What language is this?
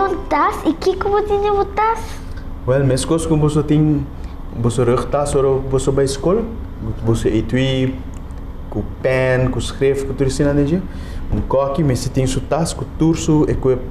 Papiamento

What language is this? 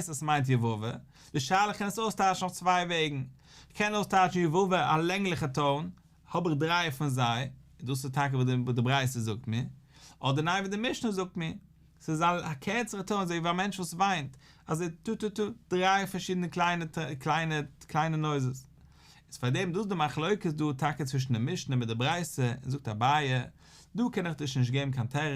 Yiddish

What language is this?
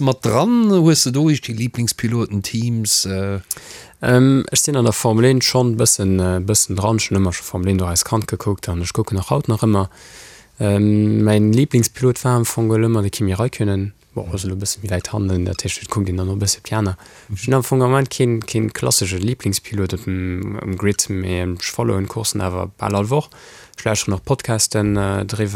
Luxembourgish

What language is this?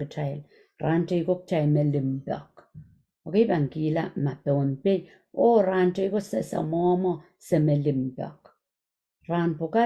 Pohnpeian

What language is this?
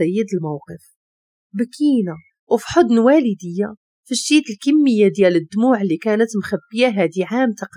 Moroccan Arabic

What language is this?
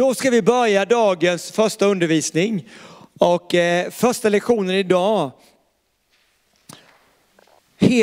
Swedish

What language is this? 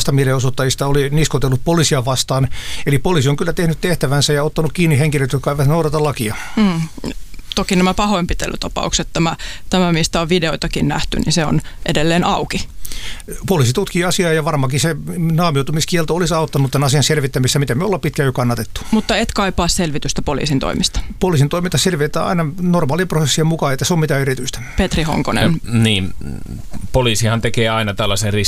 Finnish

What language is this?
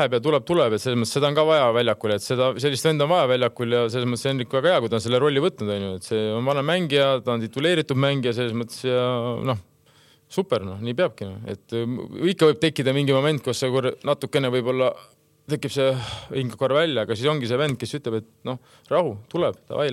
Estonian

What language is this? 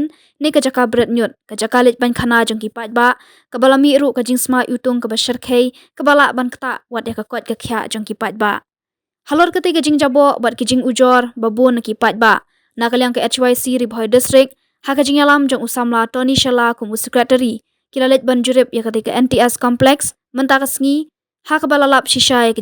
Khasi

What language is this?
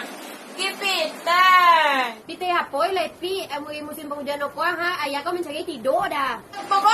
Minangkabau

